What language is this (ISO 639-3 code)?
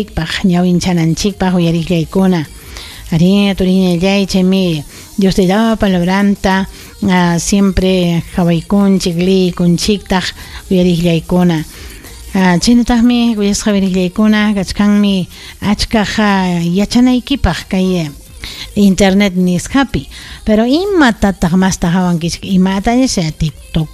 quy